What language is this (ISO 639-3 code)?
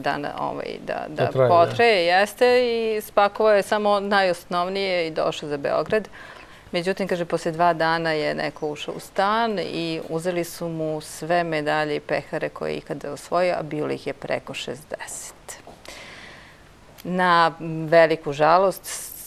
srp